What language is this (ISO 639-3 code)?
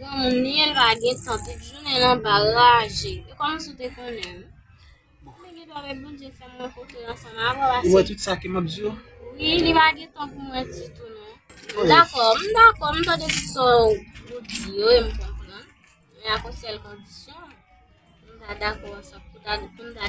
hat